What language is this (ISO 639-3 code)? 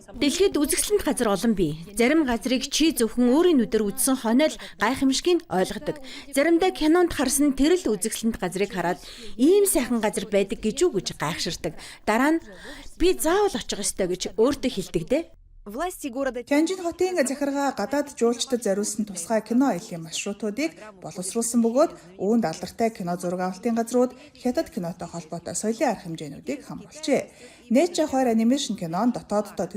mon